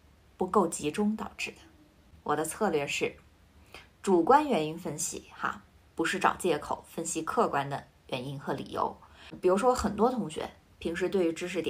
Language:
Chinese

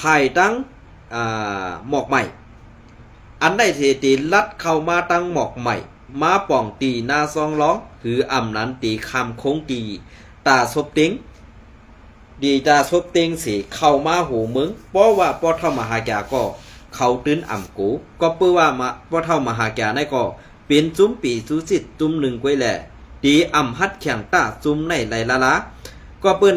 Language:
Shan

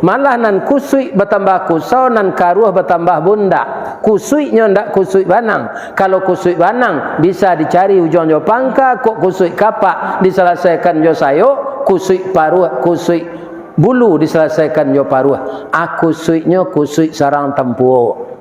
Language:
Minangkabau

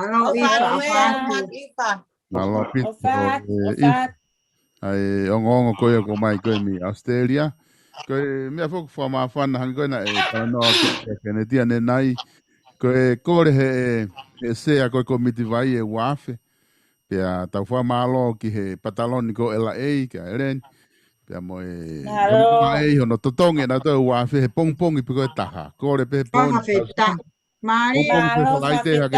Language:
Tongan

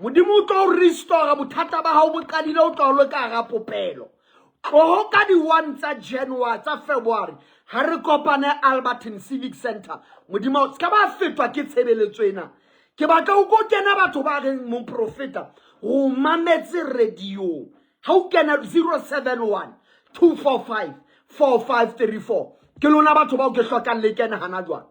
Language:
Southern Sotho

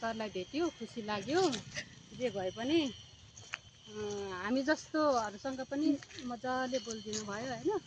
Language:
Nepali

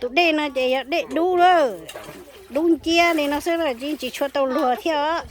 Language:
Hmong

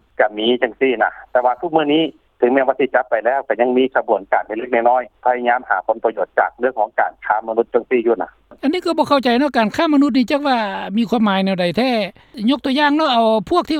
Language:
Lao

